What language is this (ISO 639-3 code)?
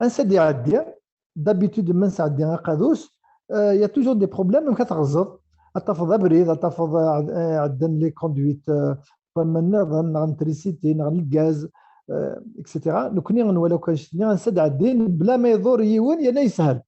kab